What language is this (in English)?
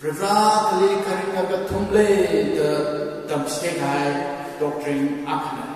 Tangkhul Naga (India)